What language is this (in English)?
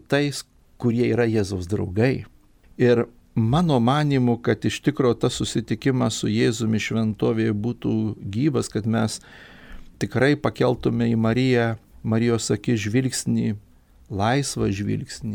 Lithuanian